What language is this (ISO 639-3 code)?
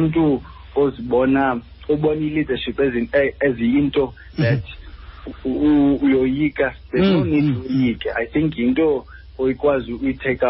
xho